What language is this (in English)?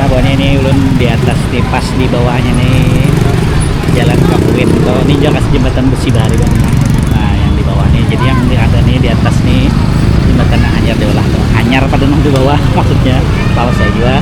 Banjar